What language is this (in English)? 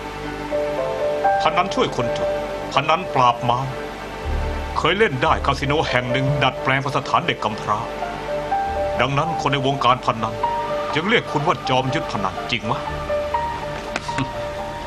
Thai